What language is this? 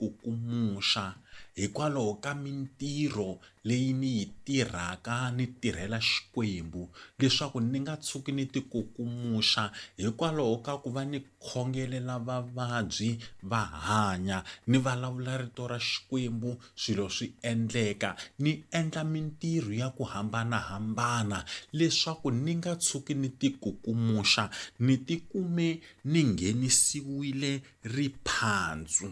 Tsonga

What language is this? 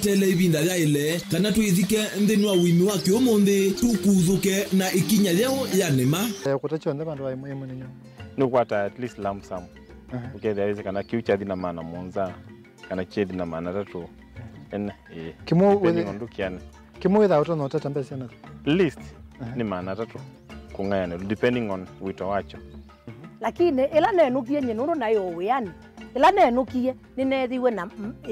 Kamba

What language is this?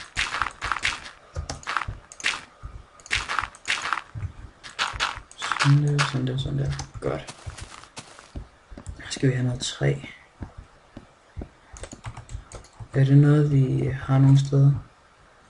Danish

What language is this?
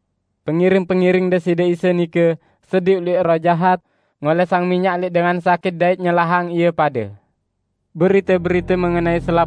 Sasak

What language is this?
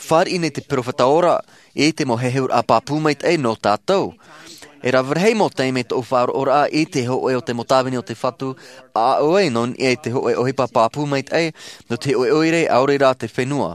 Tahitian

